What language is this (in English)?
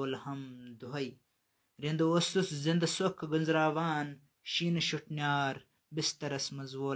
Kashmiri